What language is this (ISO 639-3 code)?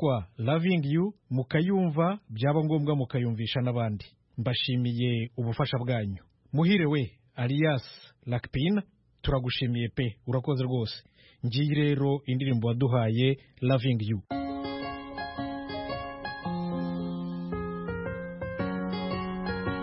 kin